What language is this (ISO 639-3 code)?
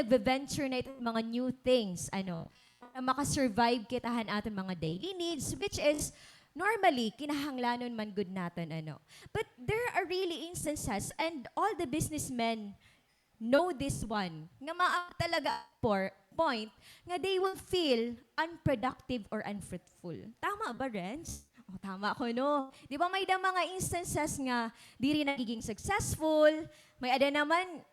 war